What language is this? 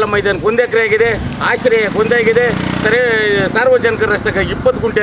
Kannada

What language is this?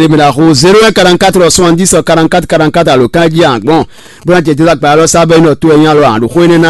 Fon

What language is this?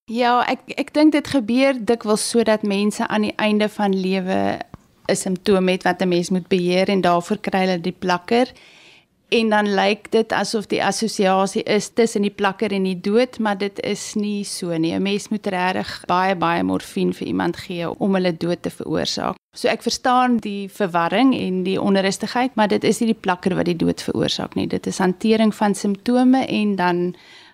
Afrikaans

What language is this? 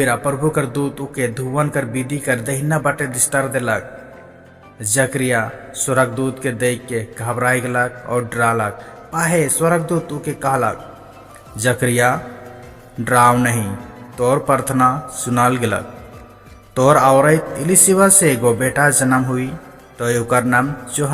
Sadri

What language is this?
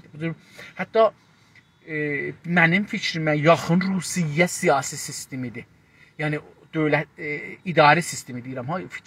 South Azerbaijani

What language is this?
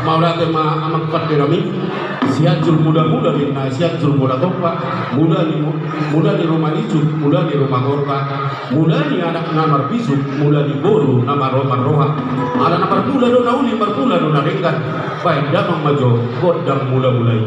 Batak Toba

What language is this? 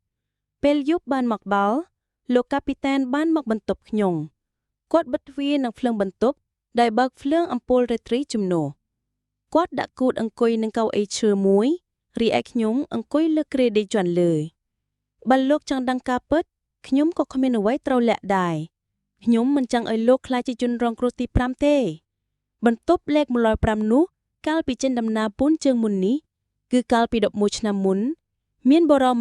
Khmer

